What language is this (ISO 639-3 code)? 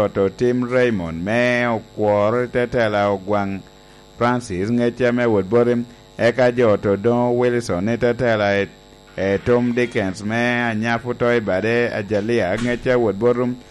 laj